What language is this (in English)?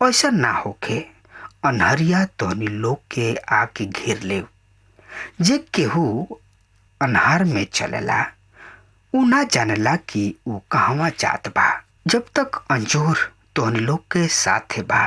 Bhojpuri